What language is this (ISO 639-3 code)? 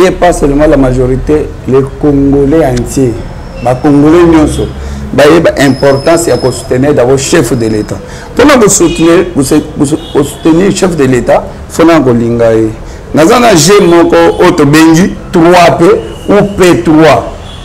lin